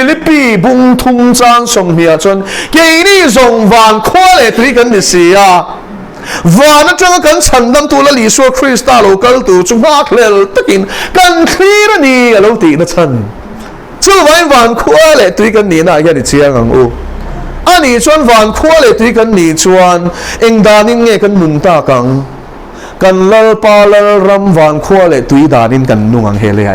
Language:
Mizo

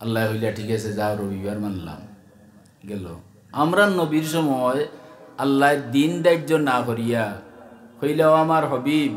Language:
Sylheti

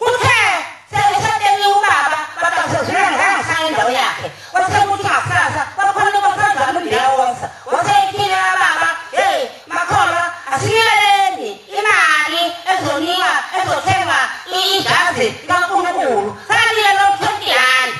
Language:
Zulu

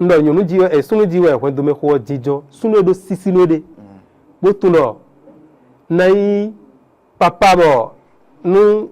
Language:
Fon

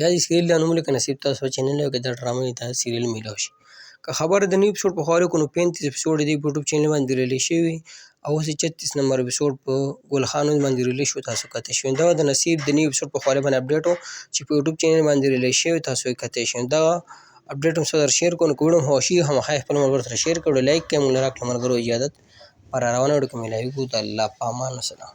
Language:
Pashto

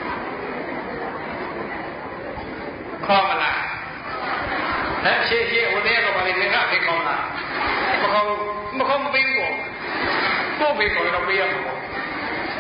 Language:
Burmese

